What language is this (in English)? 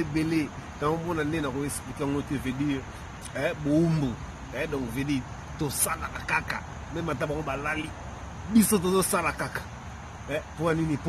Lingala